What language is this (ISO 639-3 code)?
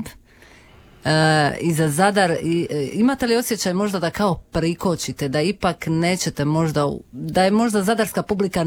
hrv